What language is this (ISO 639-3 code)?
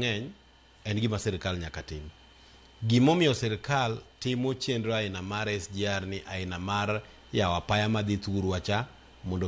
luo